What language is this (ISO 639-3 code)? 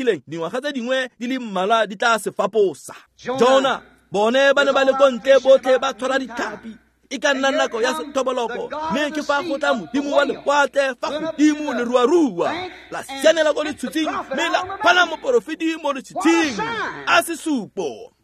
tsn